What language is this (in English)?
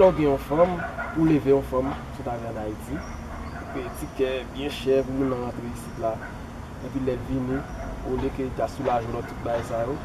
Haitian Creole